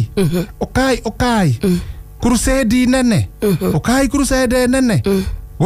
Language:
Kikuyu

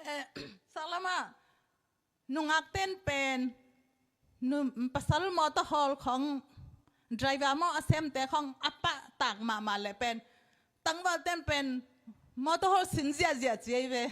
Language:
Tedim Chin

